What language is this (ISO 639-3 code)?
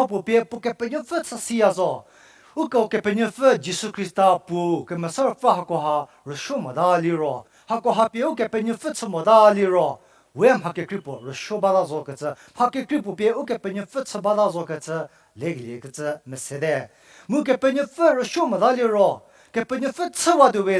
njm